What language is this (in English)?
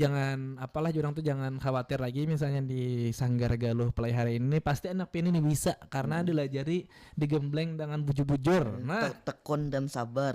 Banjar